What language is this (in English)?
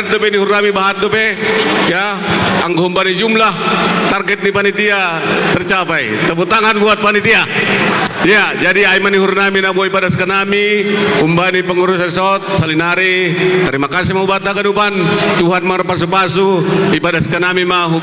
Batak Simalungun